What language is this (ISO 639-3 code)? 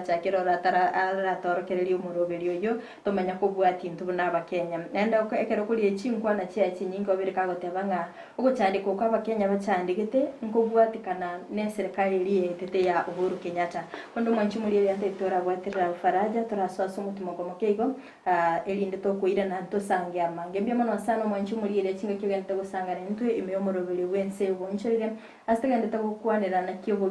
guz